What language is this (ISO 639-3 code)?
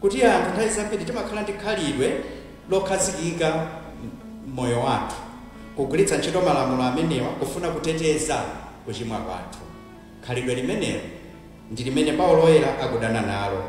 nya